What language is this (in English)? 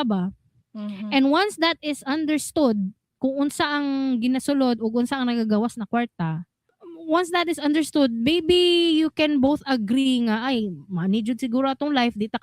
Cebuano